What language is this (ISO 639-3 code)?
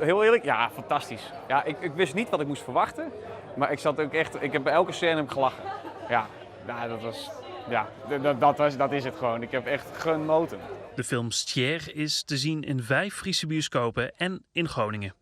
fry